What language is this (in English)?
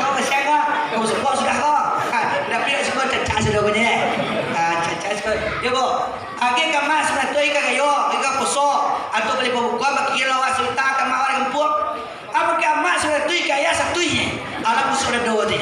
Minangkabau